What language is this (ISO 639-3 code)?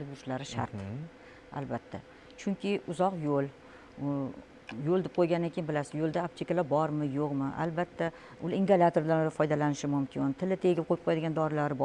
uzb